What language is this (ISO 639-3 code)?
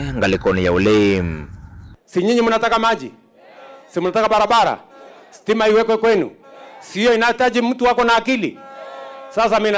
kam